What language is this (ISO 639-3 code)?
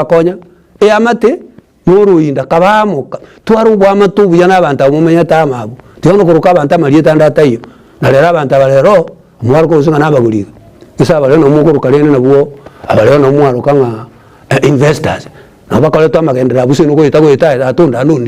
guz